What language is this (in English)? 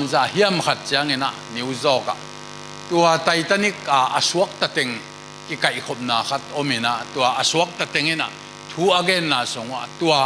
Tedim Chin